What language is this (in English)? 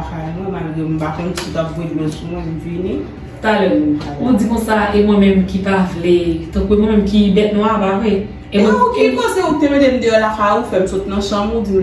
Haitian Creole